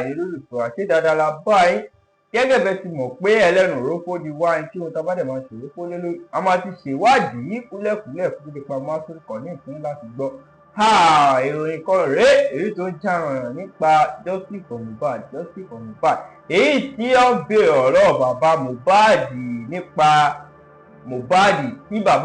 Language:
Yoruba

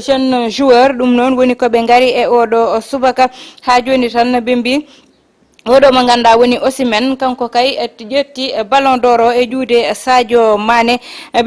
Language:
Fula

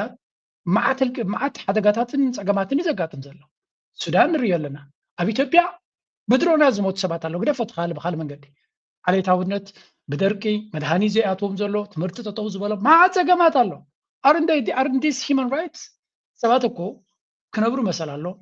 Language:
Tigrinya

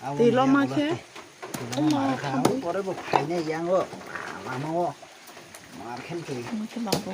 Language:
Kok Borok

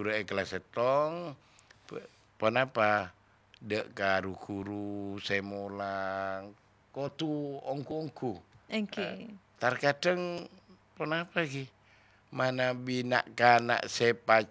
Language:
Madurese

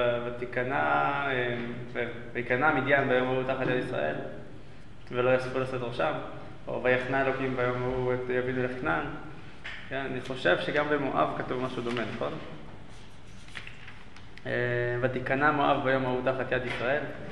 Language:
Hebrew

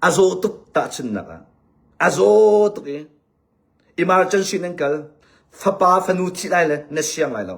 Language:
Hakha Chin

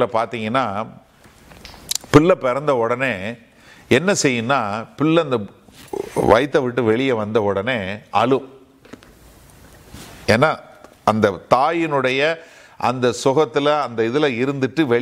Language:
Tamil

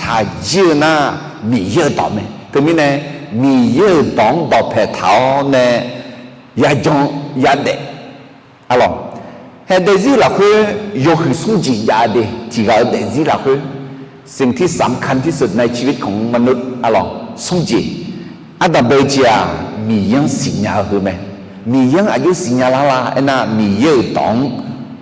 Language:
Akha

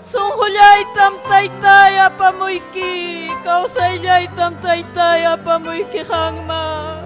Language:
Ayacucho Quechua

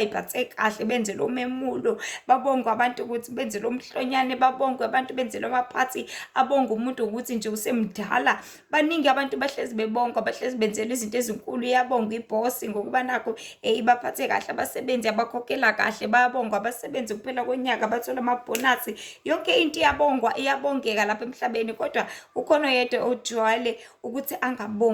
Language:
Zulu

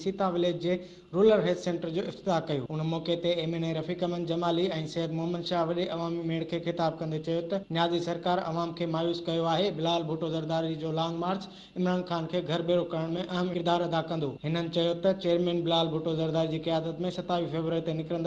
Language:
Sindhi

